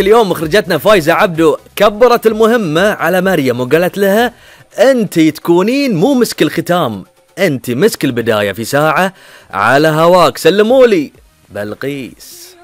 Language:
Gulf Arabic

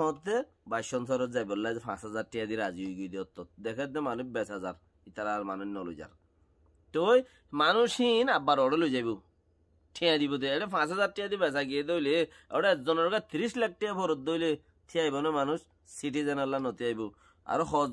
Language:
Rohingya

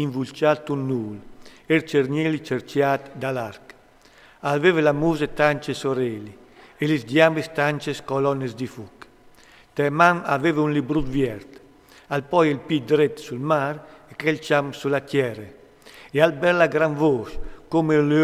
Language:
Friulian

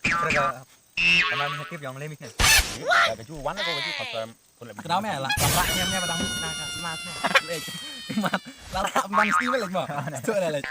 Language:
Khasi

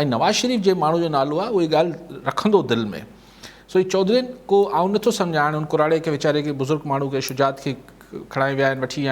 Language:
Sindhi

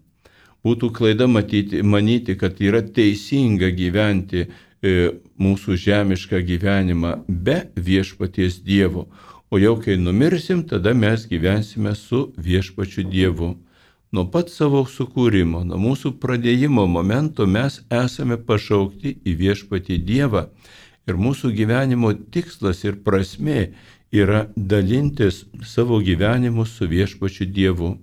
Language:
Lithuanian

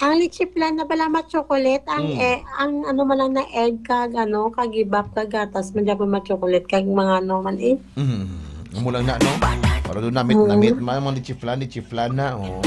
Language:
Hiligaynon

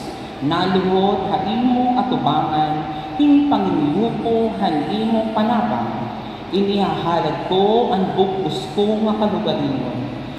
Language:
Waray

